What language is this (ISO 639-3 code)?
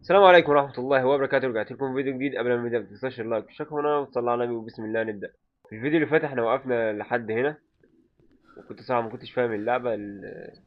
arz